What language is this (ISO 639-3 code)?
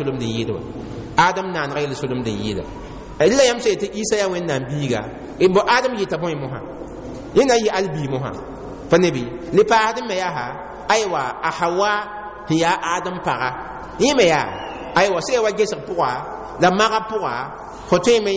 mos